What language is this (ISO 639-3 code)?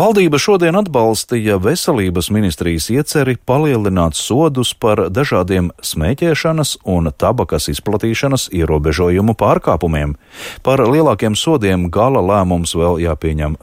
lav